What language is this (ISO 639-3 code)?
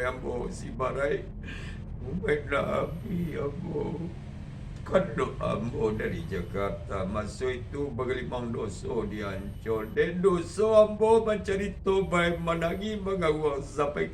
min